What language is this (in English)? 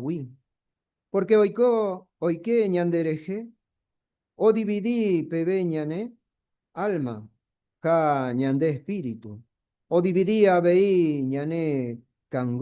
Guarani